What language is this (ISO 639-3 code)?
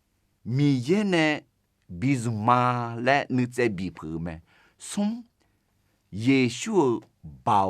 ahk